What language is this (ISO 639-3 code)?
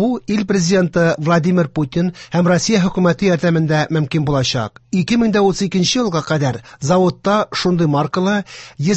tat